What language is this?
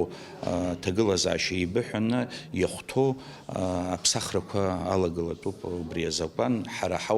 Abkhazian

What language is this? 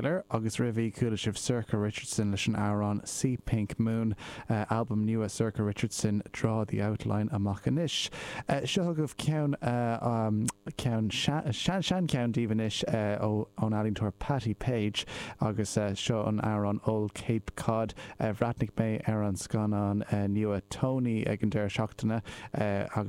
Irish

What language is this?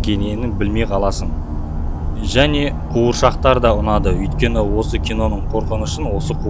Kazakh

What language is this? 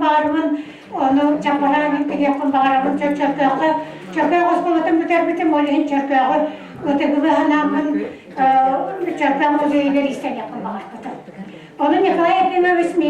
Yakut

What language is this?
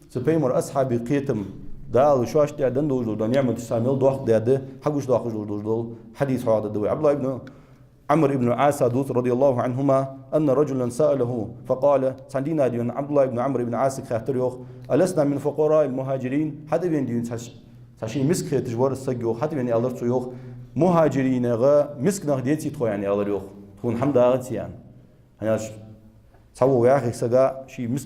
Ingush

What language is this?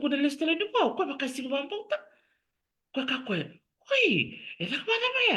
Fijian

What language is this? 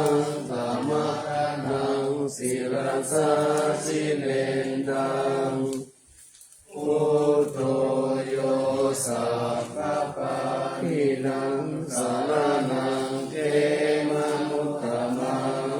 Pali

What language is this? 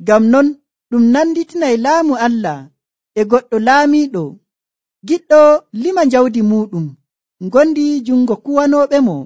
Nigerian Fulfulde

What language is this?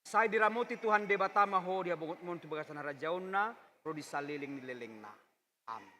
Batak Toba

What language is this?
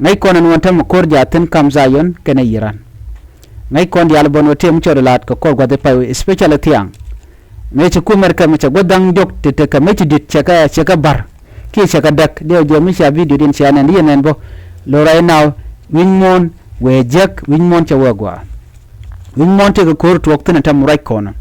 Nuer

